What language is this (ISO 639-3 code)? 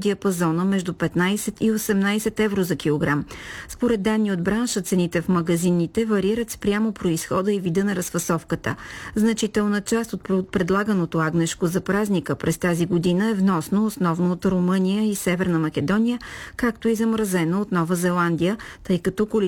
bul